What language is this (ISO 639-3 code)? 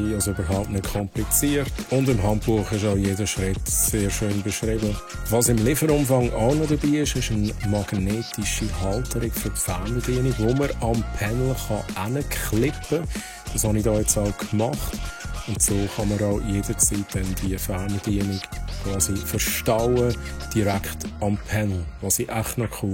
gsw